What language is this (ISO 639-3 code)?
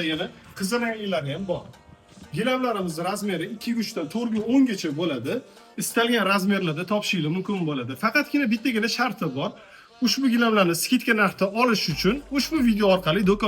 uzb